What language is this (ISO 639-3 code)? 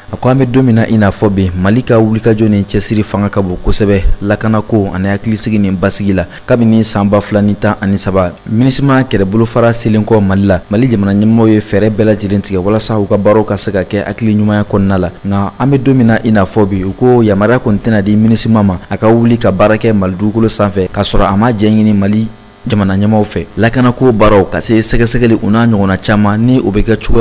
bam